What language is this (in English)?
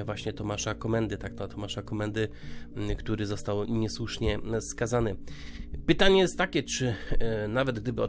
Polish